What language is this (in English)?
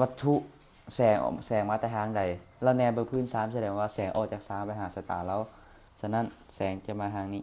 Lao